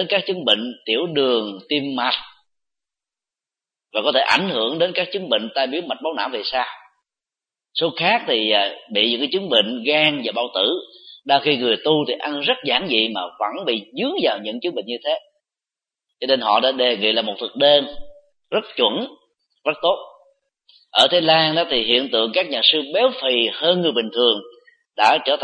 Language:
Vietnamese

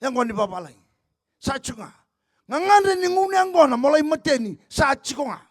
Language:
Fijian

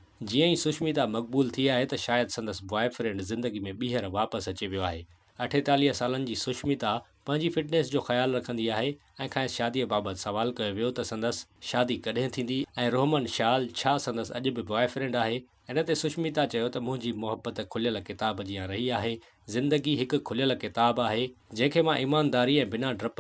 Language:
Sindhi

